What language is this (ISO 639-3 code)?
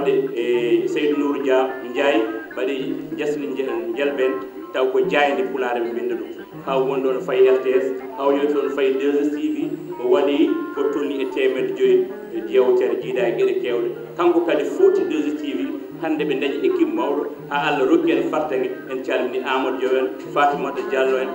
ful